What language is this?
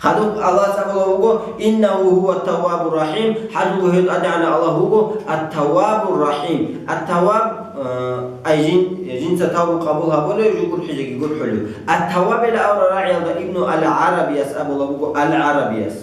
Avaric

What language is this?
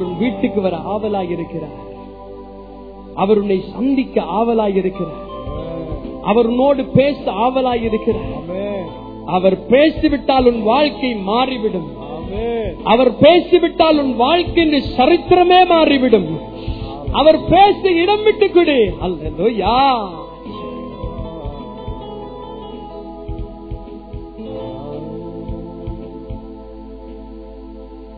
Tamil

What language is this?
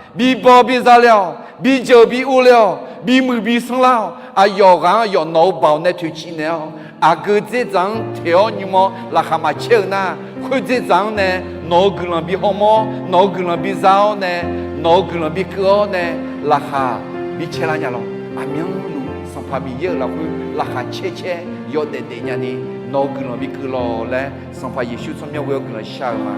Akha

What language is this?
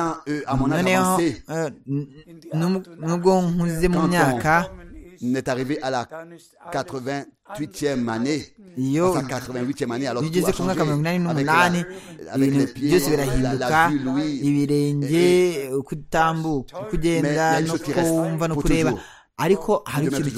Kinyarwanda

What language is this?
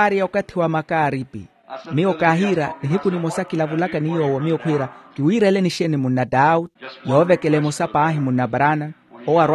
Makhuwa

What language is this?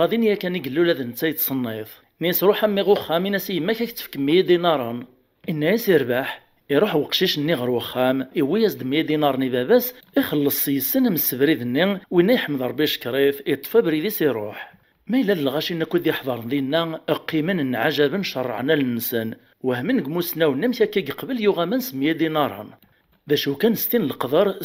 Kabyle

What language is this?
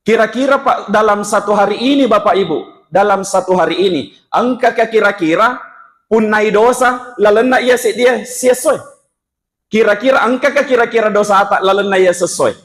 Buginese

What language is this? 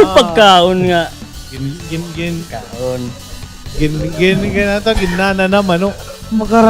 Waray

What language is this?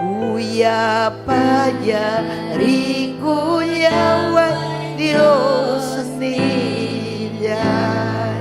Ayacucho Quechua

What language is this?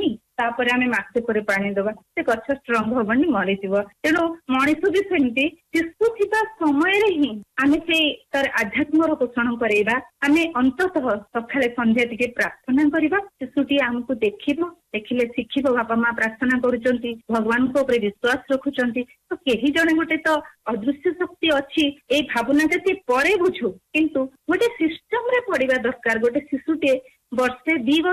Odia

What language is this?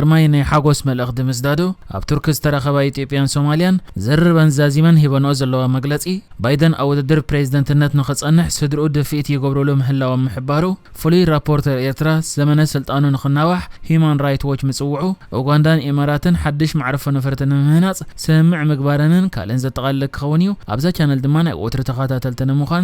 Tigrinya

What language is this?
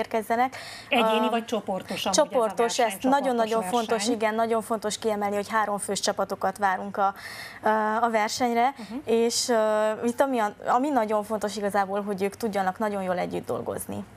Hungarian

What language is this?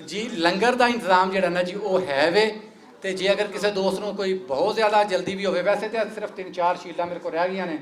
Western Panjabi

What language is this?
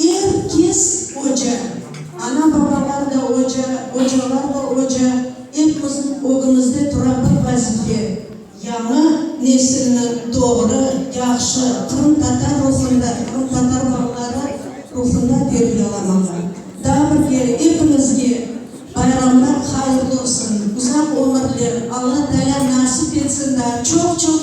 Crimean Tatar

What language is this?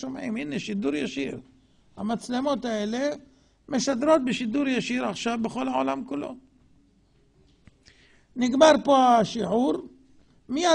Hebrew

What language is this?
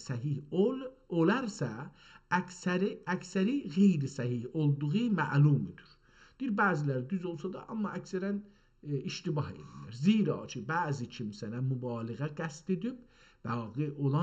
South Azerbaijani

